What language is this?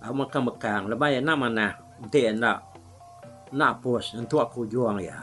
Iban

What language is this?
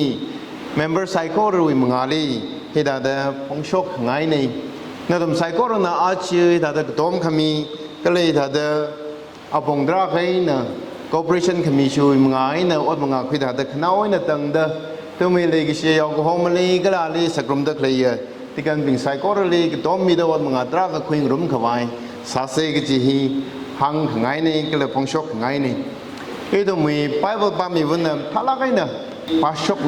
Tangkhul Naga (India)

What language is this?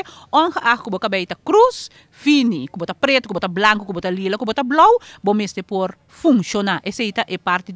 Papiamento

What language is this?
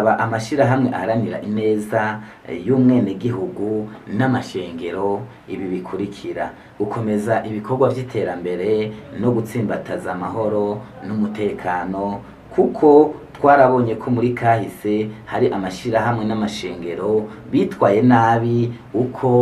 Rundi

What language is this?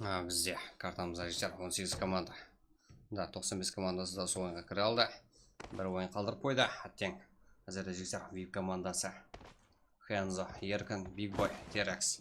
Kara-Kalpak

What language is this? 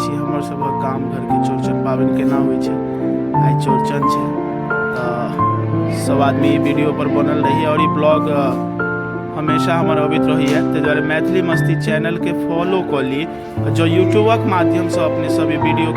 Maithili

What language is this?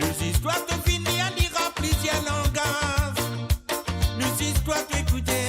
Morisyen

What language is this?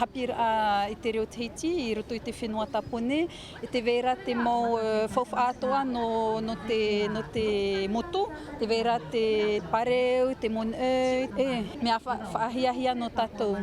Tahitian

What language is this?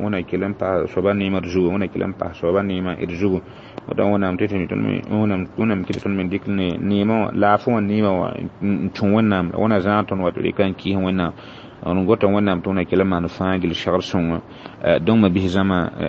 Mossi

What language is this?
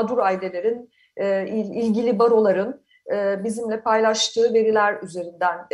Turkish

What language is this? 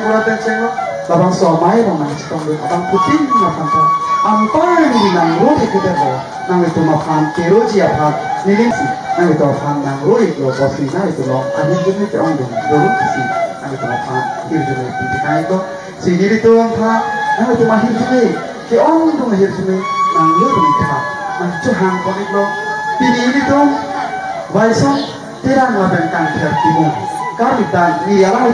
Karbi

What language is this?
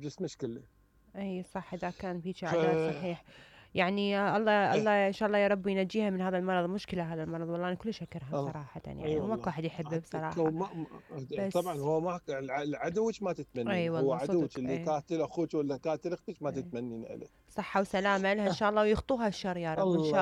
Mesopotamian Arabic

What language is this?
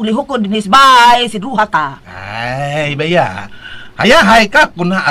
Cebuano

